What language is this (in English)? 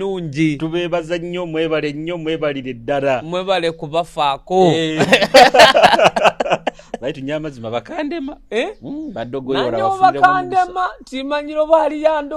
Nyoro